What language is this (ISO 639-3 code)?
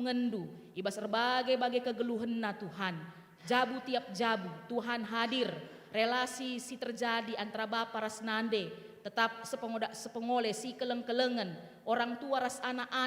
btx